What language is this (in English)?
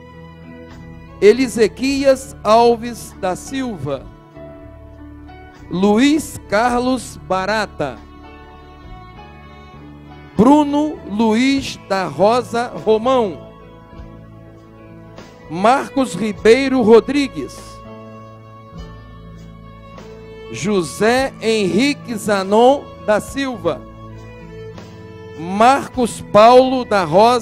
Portuguese